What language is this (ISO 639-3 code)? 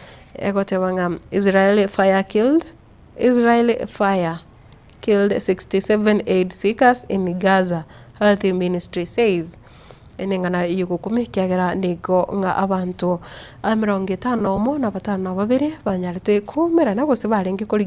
guz